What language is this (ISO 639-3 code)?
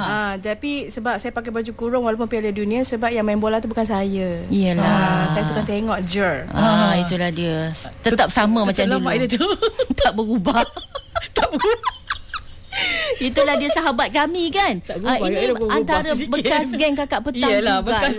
msa